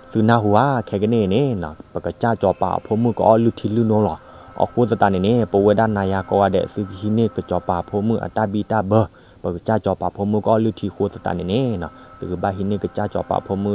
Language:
S'gaw Karen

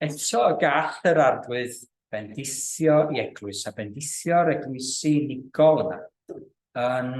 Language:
Welsh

